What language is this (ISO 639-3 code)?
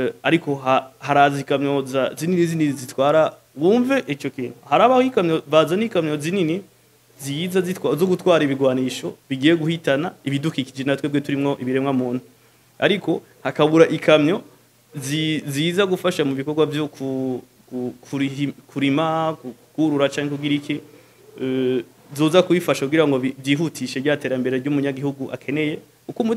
run